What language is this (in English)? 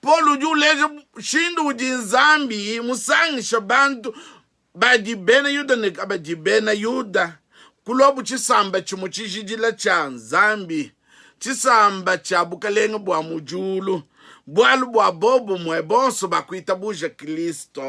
Luba-Lulua